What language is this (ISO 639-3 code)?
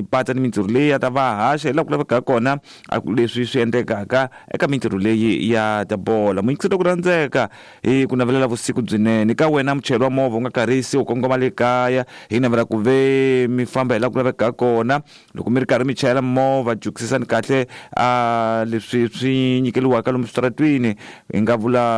tso